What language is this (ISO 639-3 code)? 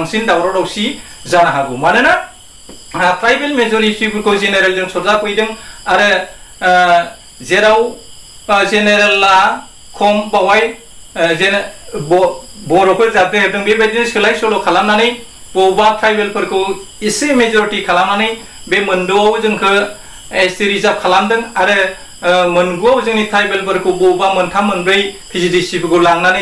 brx